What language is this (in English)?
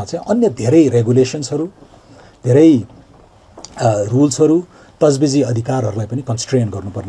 Nepali